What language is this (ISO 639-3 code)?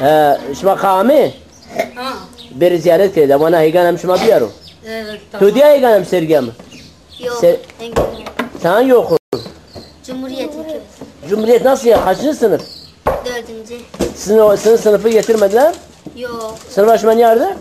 zza